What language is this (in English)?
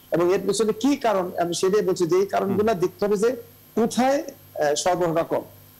Bangla